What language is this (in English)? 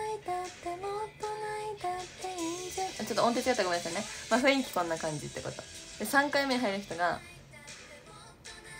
Japanese